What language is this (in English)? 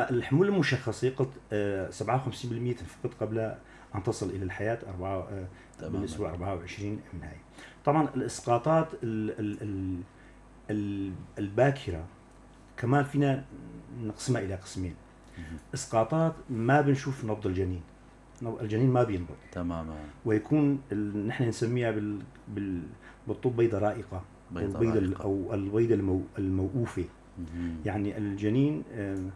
North Levantine Arabic